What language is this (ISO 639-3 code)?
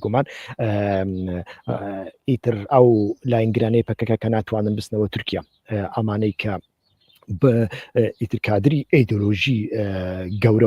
ckb